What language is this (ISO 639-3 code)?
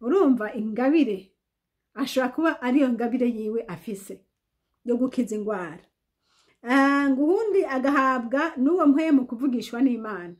run